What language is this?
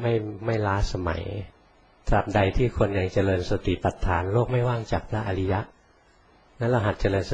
Thai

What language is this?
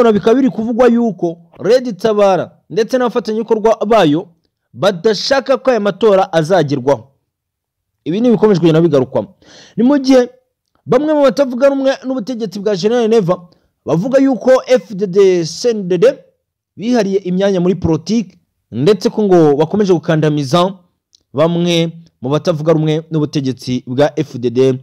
Kinyarwanda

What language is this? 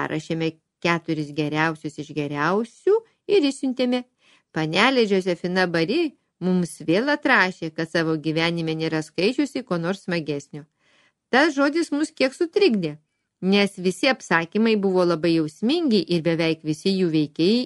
Lithuanian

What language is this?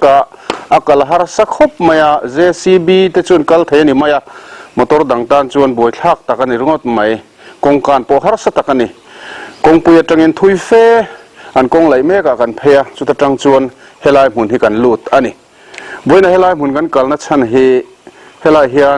Mizo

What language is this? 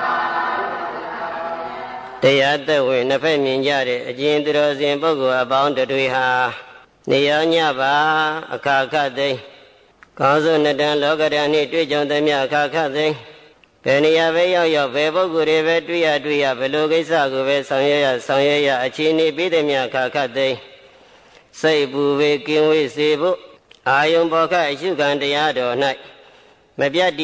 Burmese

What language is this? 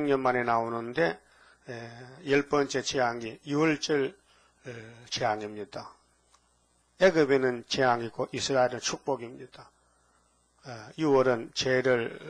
Korean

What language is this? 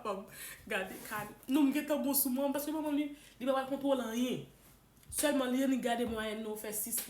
Haitian Creole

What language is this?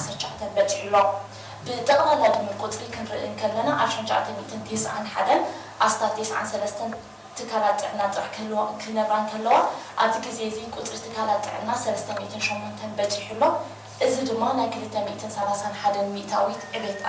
Tigrinya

